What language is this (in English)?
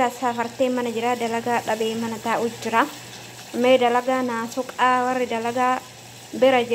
Oromo